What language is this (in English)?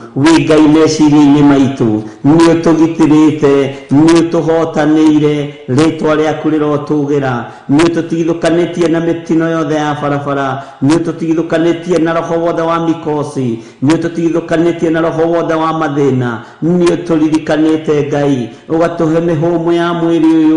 Kikuyu